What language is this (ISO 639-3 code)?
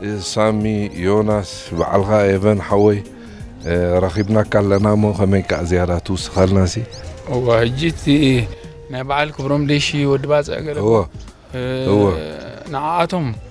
tir